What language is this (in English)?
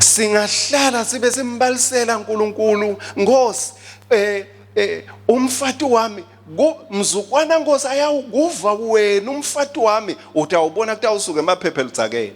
Swati